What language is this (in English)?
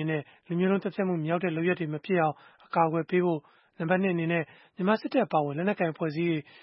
Burmese